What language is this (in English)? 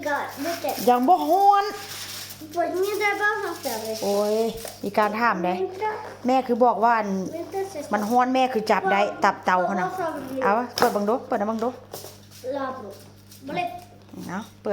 Northeastern Thai